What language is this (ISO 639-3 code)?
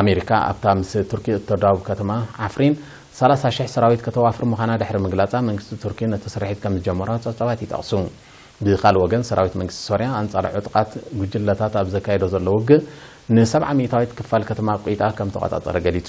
tir